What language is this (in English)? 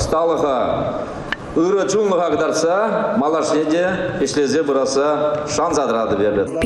Chuvash